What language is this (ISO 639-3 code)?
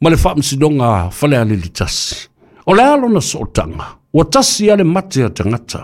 smo